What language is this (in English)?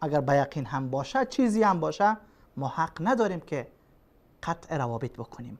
Persian